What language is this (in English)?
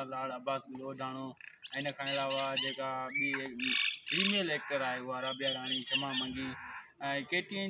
Sindhi